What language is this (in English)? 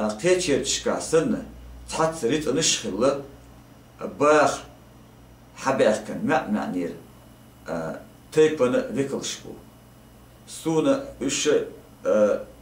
Chechen